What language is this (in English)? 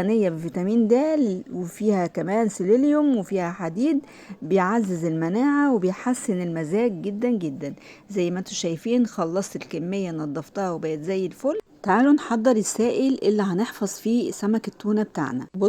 Egyptian Arabic